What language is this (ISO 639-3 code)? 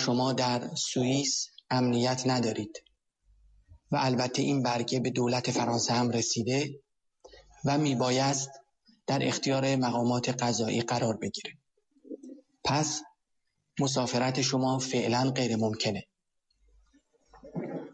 fas